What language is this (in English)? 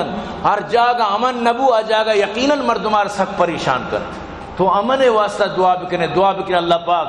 Baluchi